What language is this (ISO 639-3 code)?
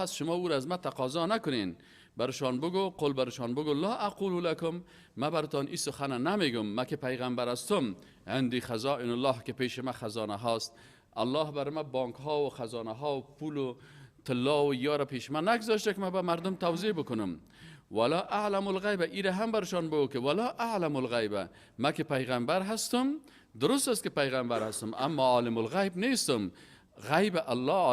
fas